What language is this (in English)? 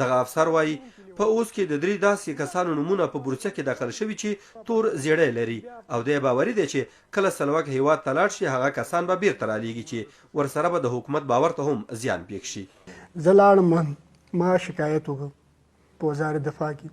Pashto